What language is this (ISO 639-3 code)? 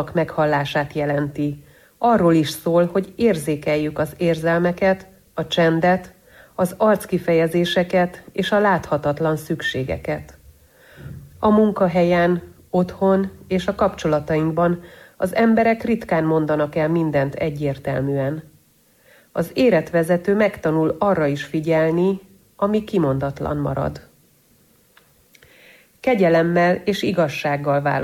hun